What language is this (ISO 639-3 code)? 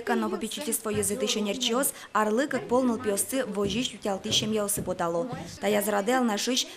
udm